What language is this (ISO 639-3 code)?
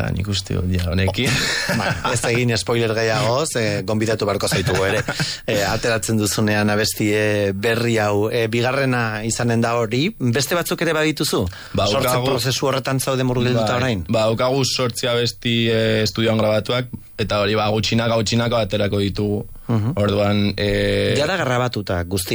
eus